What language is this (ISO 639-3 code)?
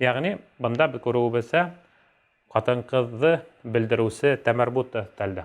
bak